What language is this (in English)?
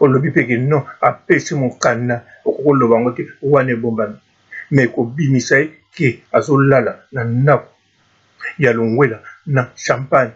Lingala